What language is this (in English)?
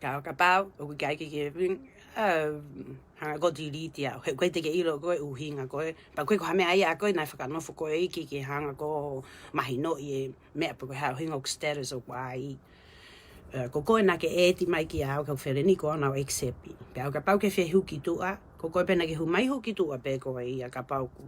Tongan